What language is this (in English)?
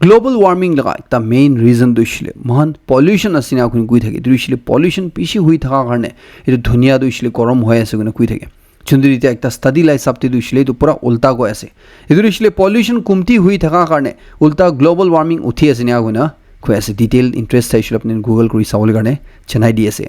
Naga Pidgin